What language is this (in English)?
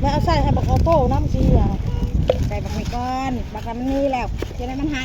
Northeastern Thai